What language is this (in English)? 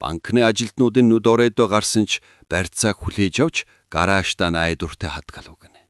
Mongolian